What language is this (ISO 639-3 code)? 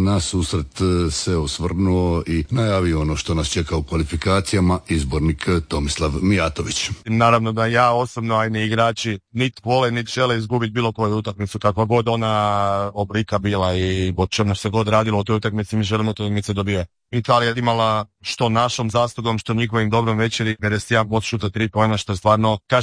hrv